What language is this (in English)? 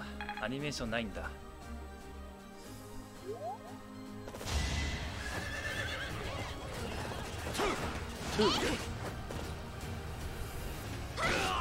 Japanese